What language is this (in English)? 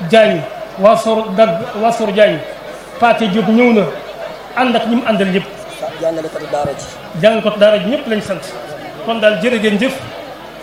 Wolof